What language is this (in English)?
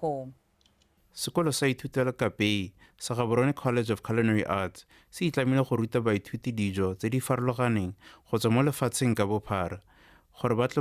Tswana